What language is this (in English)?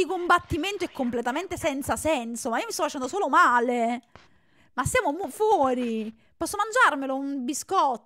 Italian